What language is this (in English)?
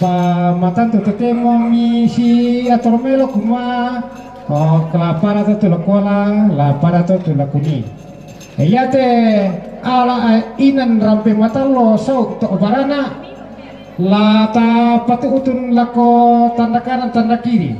Toraja-Sa'dan